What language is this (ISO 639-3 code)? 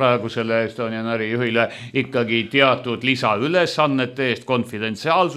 est